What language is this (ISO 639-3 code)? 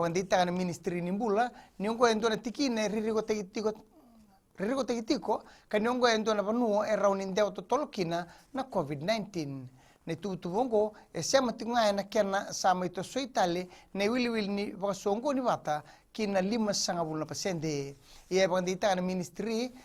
fij